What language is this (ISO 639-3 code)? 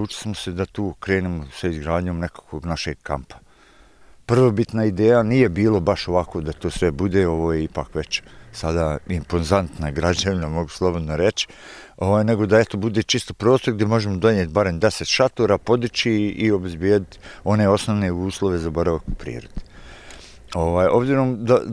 bos